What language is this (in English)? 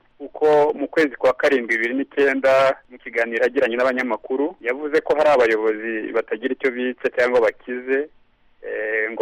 Kinyarwanda